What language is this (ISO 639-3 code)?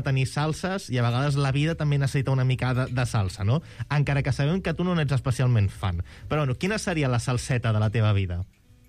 cat